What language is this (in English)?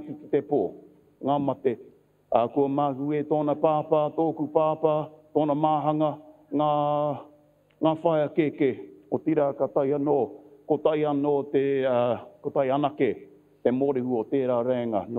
Māori